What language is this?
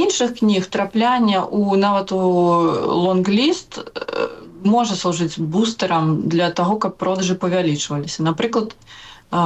Belarusian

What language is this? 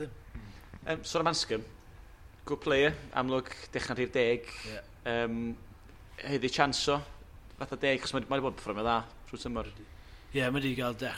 Welsh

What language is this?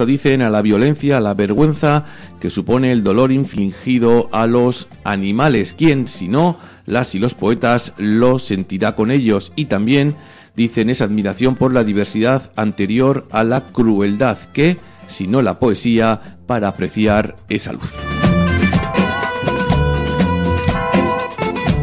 Spanish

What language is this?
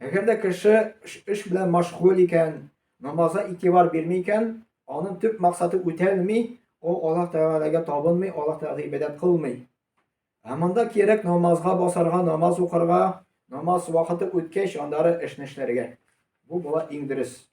Tatar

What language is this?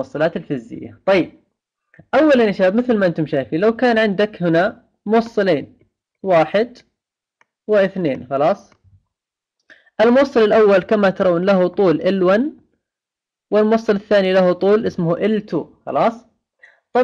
Arabic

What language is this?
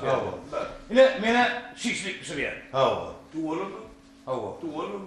Turkmen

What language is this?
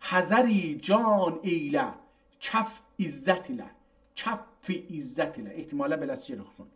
South Azerbaijani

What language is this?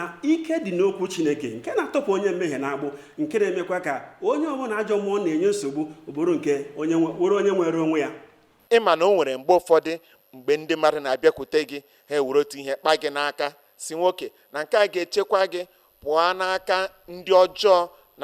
Igbo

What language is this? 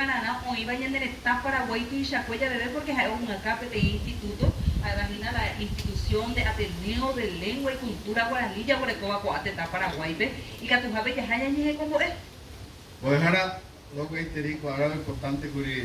Guarani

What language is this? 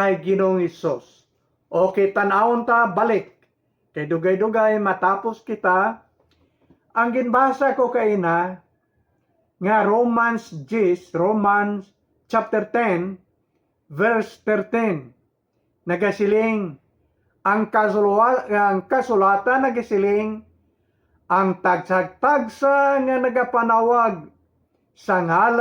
Hiligaynon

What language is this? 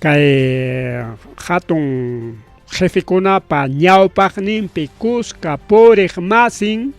Ayacucho Quechua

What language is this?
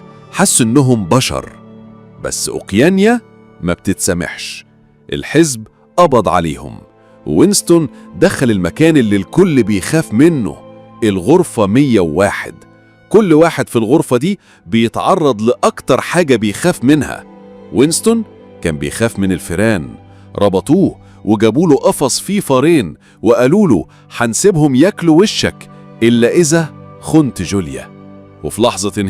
Egyptian Arabic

